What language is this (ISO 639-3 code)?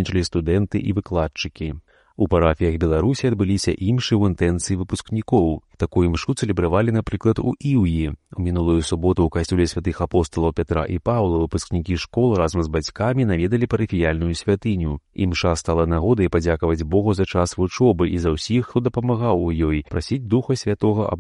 bel